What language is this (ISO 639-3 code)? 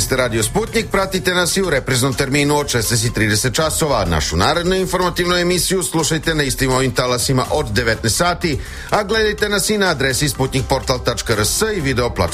srp